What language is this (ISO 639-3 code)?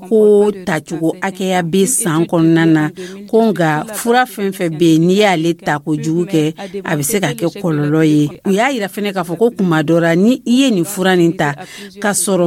dyu